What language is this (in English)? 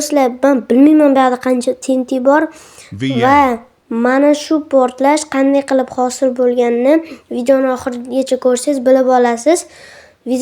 Uzbek